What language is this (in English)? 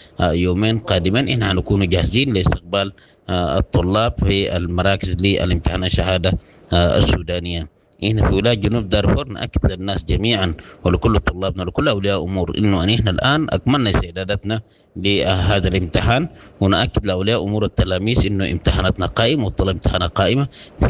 Sudanese Arabic